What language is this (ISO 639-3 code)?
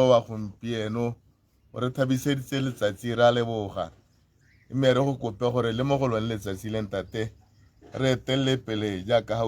tsn